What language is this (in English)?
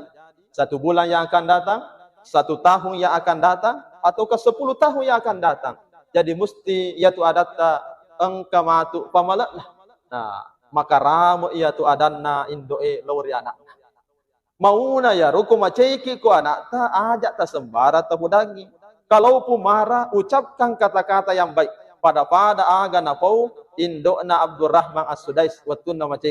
Buginese